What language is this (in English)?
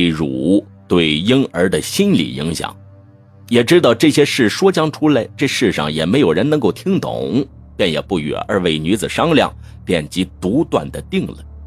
Chinese